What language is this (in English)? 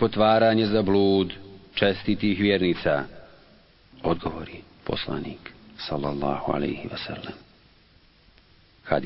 Bosnian